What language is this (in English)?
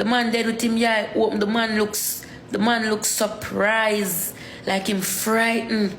Jamaican Creole English